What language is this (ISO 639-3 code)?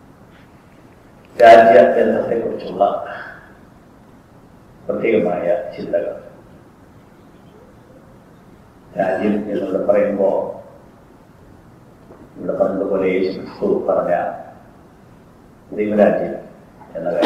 mal